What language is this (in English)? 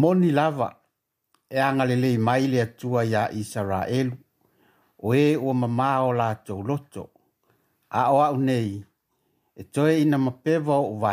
Samoan